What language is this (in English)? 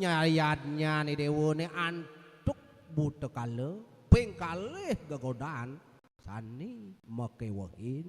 Balinese